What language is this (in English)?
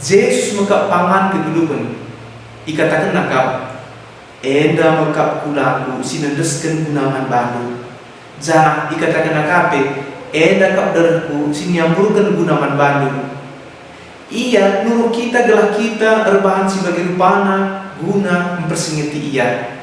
Batak Karo